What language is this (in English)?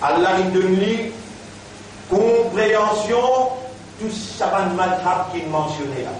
Morisyen